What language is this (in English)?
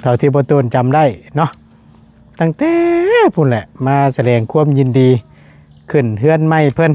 Northeastern Thai